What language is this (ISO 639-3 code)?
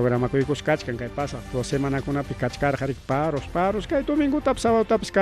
quy